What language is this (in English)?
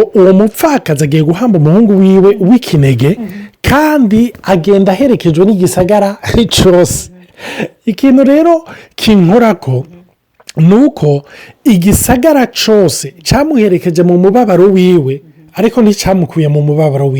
Rundi